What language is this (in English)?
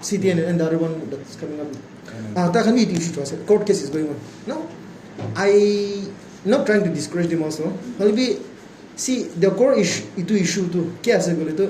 Naga Pidgin